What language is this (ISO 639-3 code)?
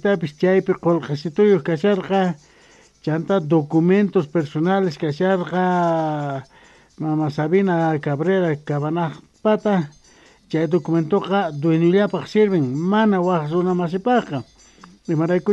que